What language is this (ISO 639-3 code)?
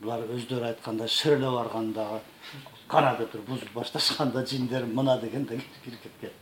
kir